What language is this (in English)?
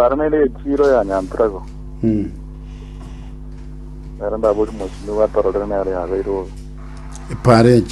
Gusii